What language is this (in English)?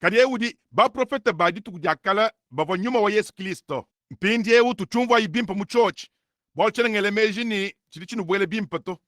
Luba-Lulua